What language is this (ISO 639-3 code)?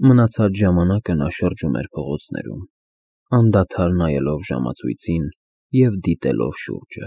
hye